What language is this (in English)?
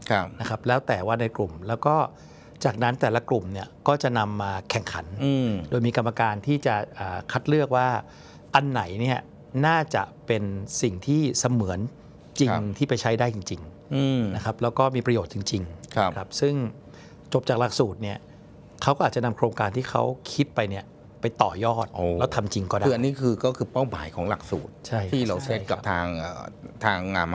Thai